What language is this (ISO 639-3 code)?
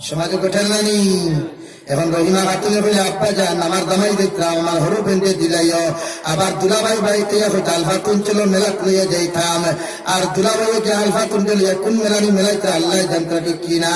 syl